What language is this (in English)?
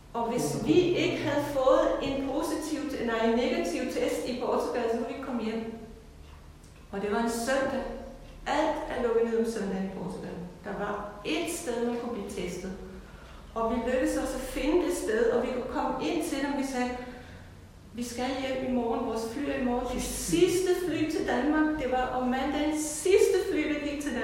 Danish